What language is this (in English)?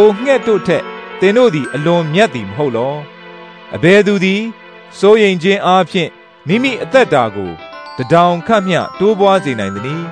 Burmese